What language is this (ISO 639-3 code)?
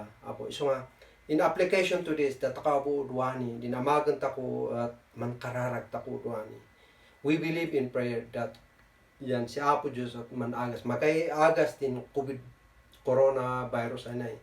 kne